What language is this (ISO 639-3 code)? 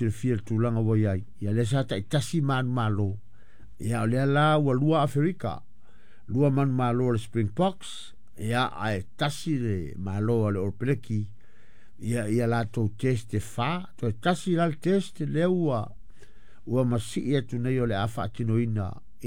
smo